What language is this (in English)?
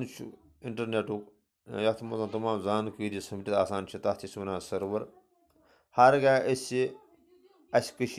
Kashmiri